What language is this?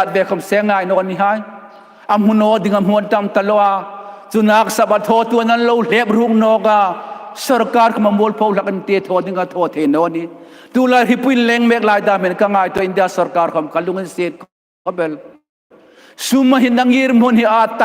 Hmar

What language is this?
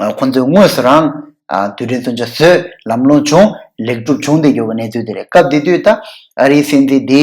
Tibetan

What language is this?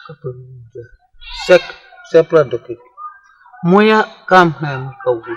Tiv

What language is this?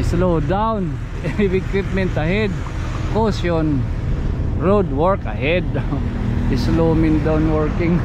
Waray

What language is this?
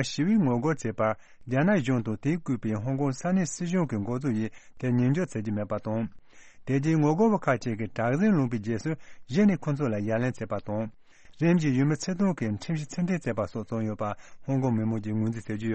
Tibetan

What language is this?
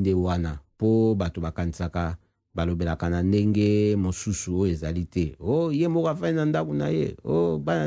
Lingala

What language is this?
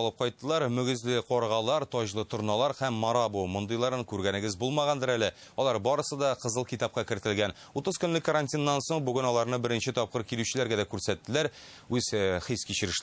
Tatar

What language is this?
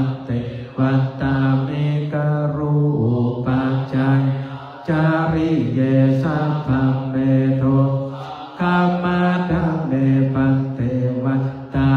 Pali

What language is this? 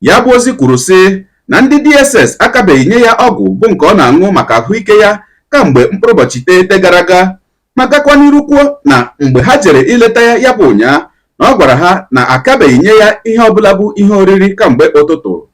Igbo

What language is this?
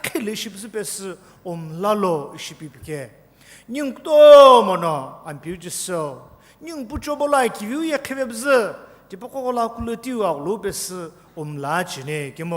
Sumi Naga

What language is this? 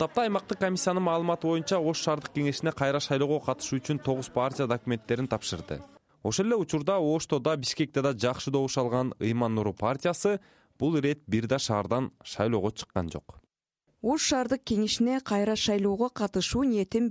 Kyrgyz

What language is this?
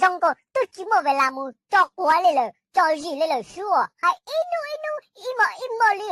Hmong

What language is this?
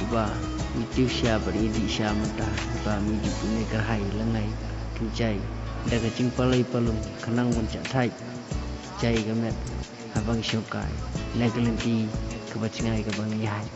Khasi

